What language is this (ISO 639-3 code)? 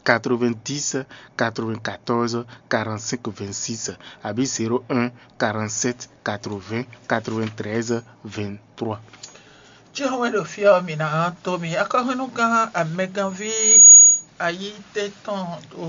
fon